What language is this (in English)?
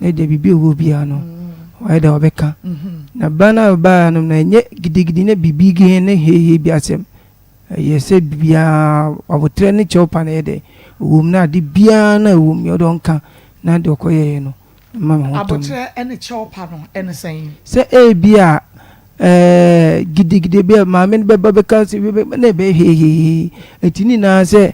Akan